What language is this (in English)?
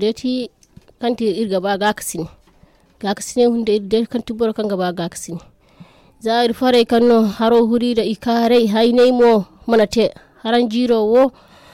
Zarma